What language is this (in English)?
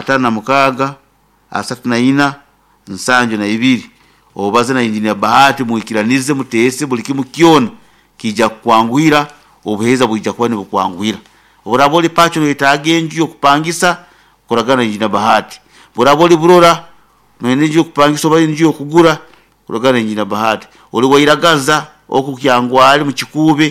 Nyoro